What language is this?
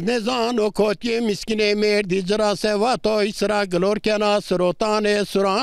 Zaza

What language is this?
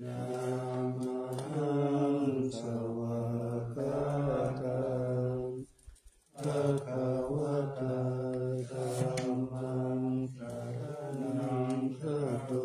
Pali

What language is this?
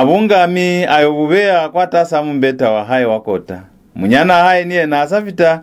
Lozi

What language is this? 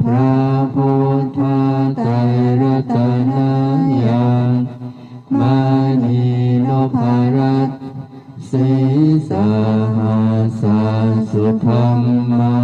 Pali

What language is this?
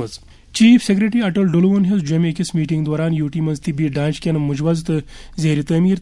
Kashmiri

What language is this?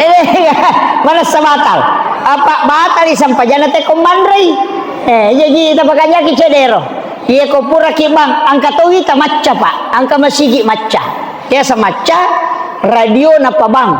Buginese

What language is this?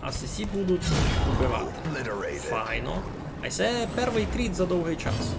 Rusyn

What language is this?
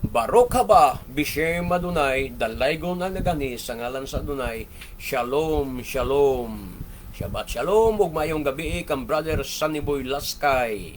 Cebuano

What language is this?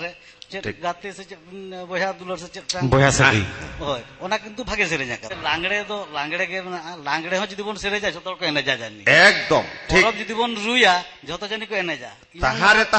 Santali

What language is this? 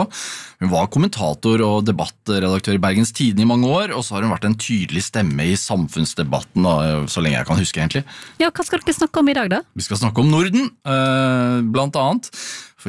Norwegian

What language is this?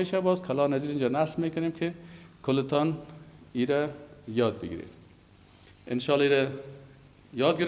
Persian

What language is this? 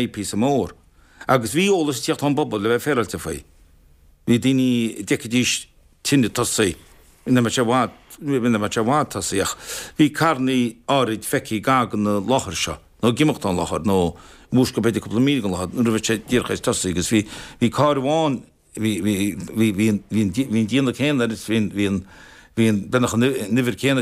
Irish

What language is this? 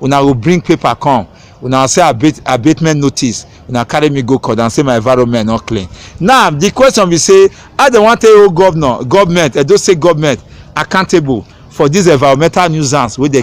Nigerian Pidgin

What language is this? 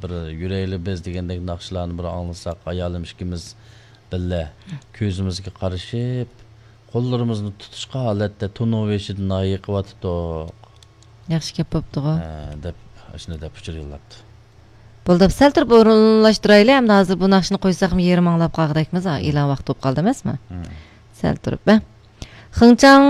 Uyghur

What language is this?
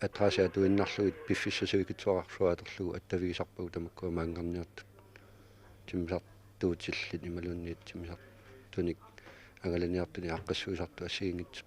Kalaallisut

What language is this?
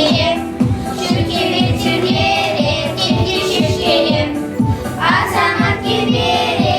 Chuvash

